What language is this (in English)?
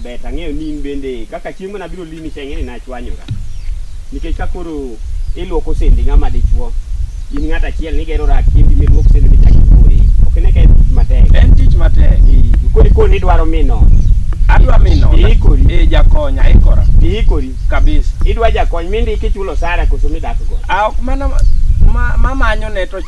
Luo (Kenya and Tanzania)